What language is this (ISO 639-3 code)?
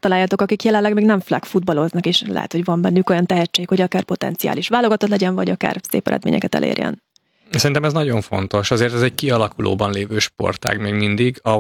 hun